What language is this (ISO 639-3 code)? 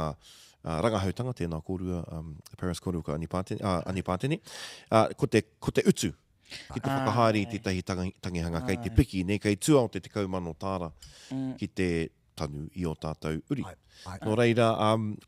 mri